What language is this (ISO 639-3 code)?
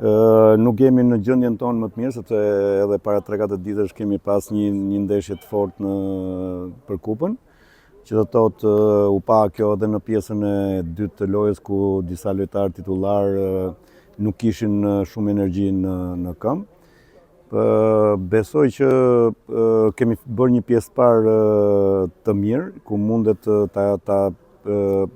sqi